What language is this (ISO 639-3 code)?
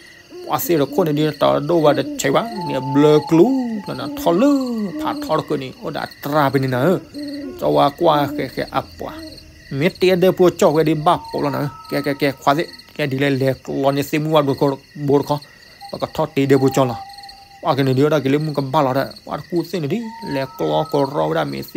ksw